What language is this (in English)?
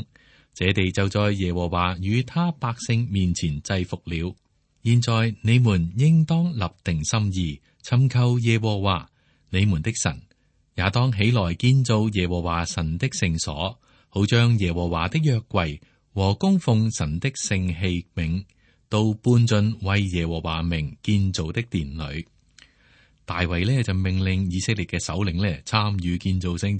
Cantonese